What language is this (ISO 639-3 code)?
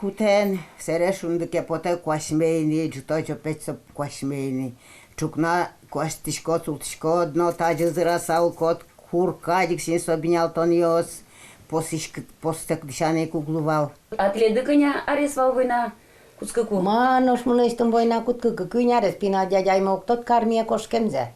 udm